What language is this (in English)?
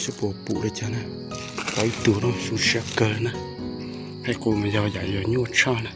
Hmong